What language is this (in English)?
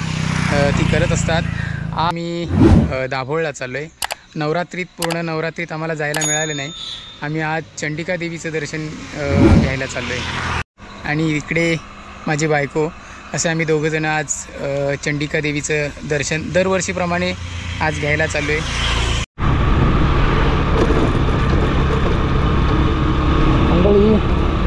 Marathi